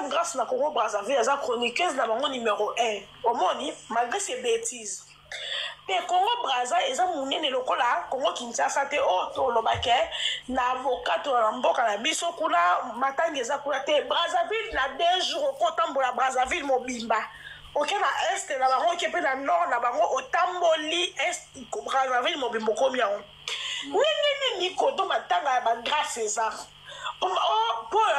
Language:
Lingala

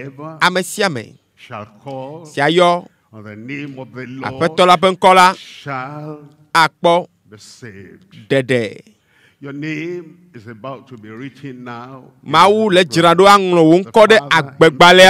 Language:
Ewe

